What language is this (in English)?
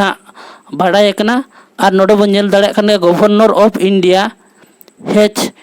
Santali